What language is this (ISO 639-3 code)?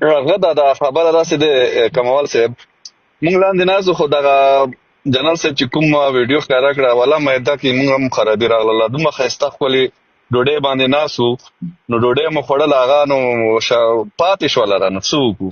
pus